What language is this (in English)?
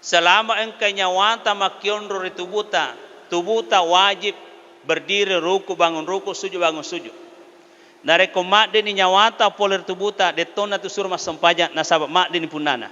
Buginese